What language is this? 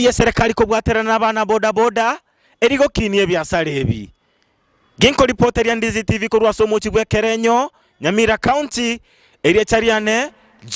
Gusii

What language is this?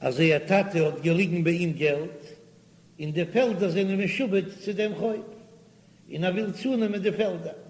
Yiddish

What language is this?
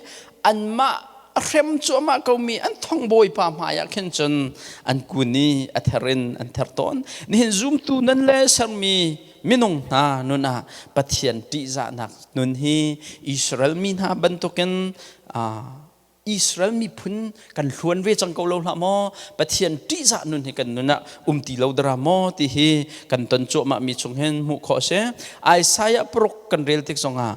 Hakha Chin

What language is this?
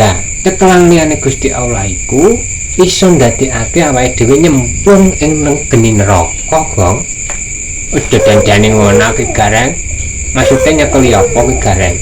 Javanese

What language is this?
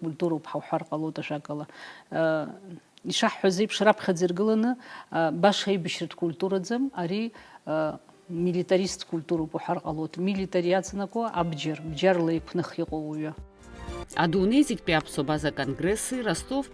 Abkhazian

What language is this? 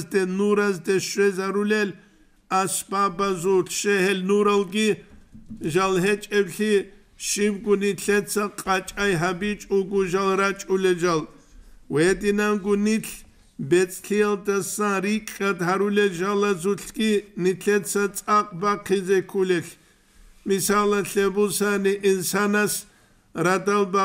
Avaric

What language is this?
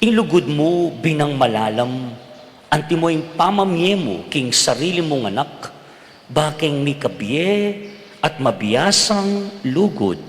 Pampanga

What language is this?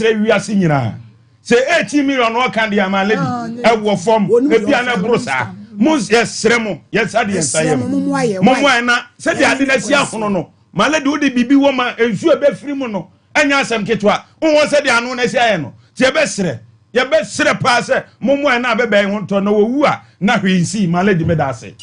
Akan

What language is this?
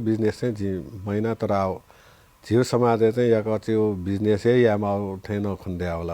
Newari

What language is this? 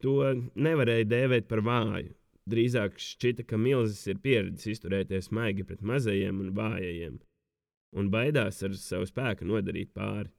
Latvian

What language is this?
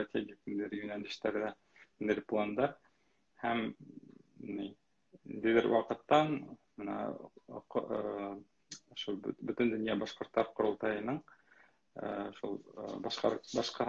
Bashkir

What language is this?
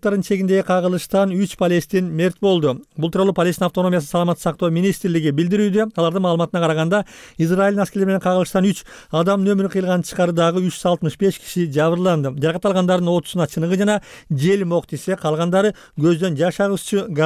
Kyrgyz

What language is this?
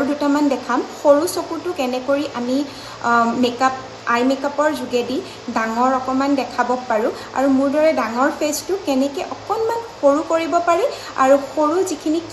Assamese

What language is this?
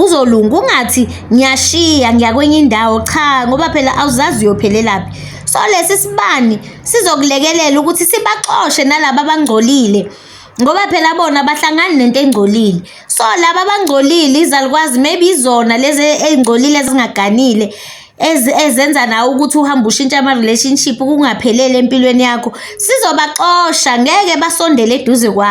Zulu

